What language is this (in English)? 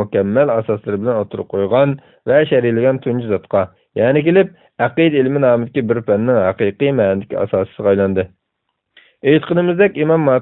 Uyghur